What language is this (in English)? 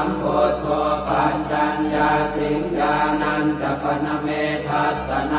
Pali